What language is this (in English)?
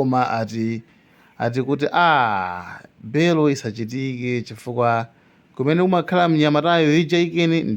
Nyanja